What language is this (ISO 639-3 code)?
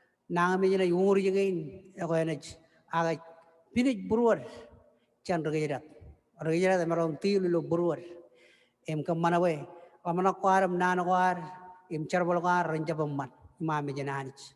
mah